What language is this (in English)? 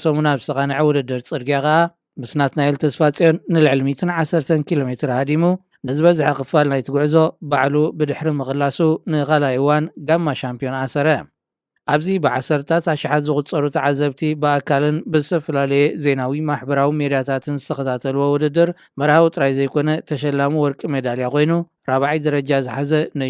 Tigrinya